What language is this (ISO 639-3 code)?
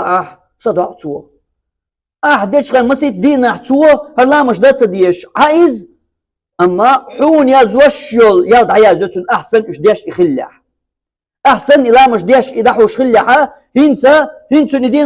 che